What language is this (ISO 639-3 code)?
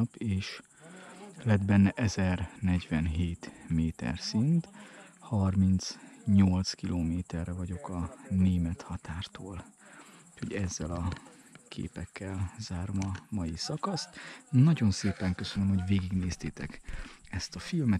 hun